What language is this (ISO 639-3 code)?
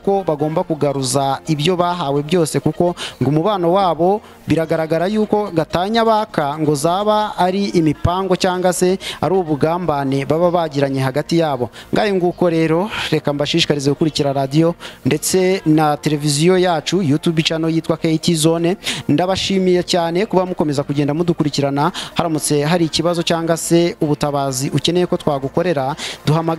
kin